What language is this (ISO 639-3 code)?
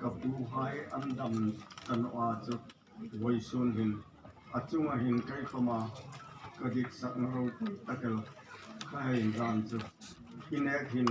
hmr